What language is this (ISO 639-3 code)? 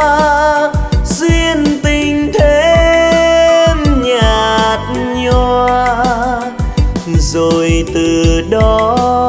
vie